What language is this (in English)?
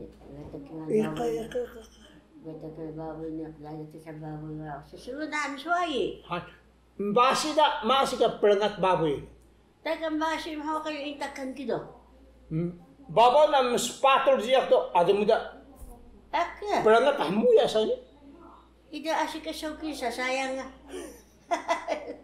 Taroko